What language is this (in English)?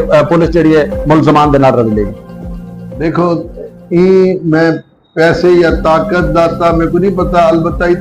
Saraiki